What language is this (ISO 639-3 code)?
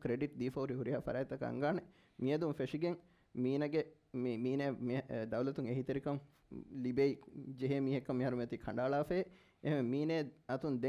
div